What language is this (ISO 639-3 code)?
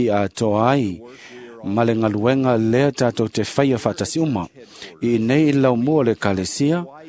smo